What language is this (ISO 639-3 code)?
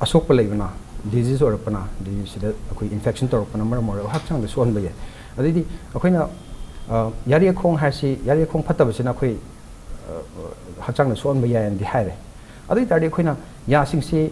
mni